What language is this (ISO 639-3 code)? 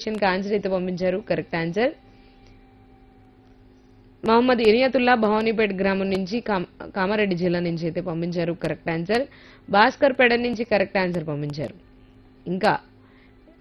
tel